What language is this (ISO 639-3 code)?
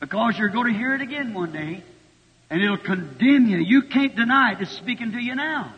lua